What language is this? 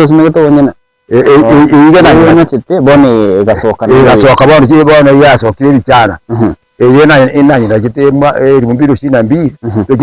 Gusii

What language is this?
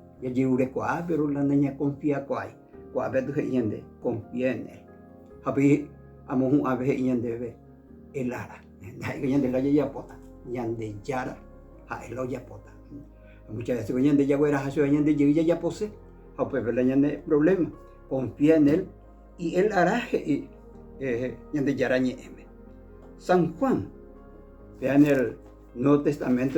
Guarani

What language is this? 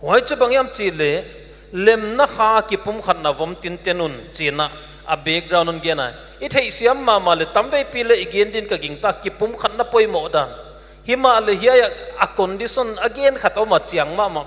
Paite Chin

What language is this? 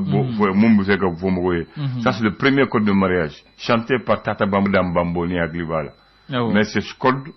Bambara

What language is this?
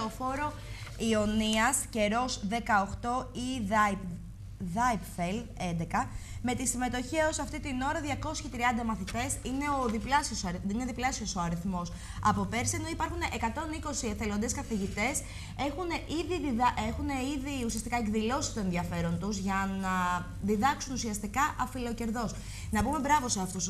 Greek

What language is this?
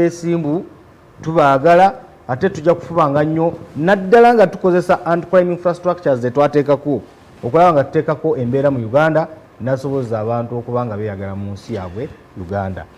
Ganda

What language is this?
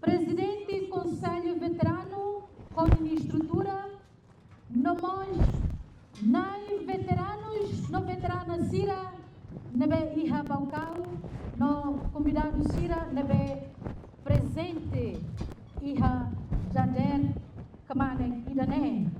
Tetum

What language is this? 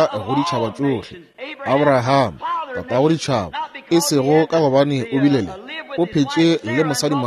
Northern Sotho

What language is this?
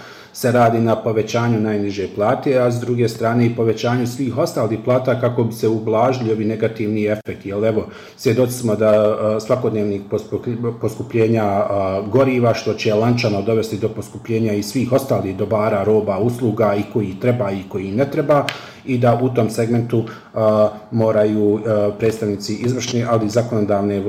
Bosnian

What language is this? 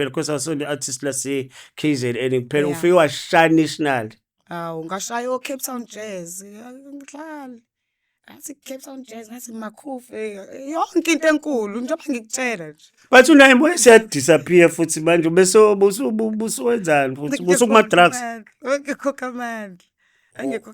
Zulu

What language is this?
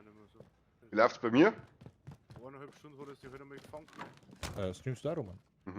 Bavarian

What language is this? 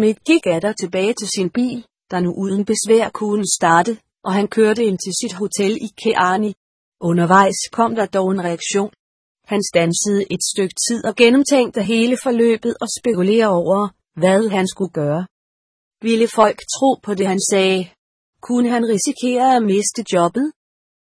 Danish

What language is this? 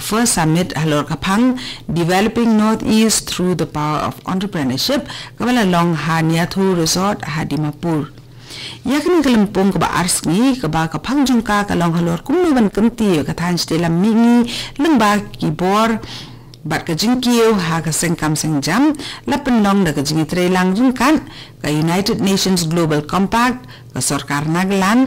Khasi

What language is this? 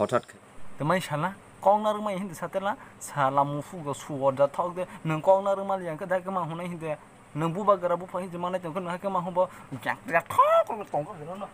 Kok Borok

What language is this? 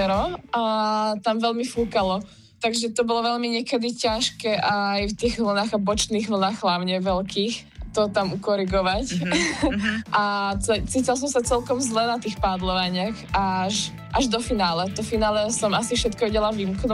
Slovak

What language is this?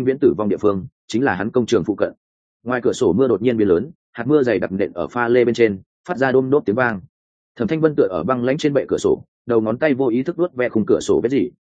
Vietnamese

